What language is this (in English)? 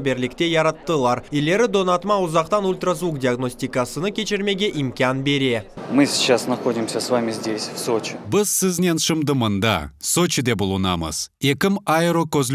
Crimean Tatar